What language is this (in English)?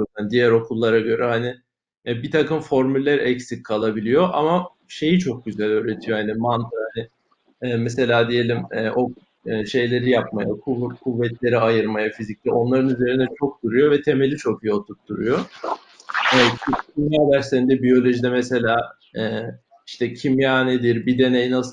Turkish